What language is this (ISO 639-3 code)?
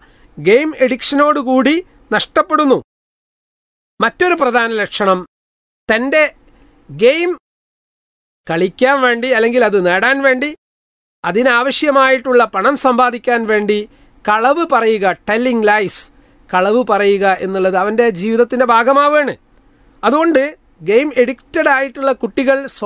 mal